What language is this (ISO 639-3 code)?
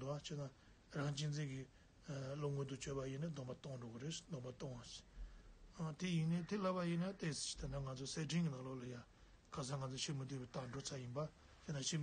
bod